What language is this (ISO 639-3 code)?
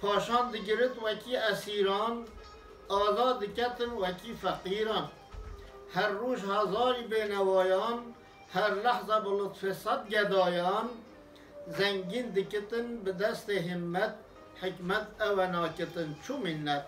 kur